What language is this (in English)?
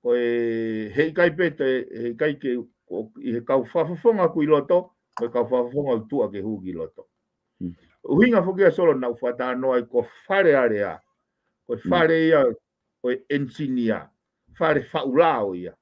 Tongan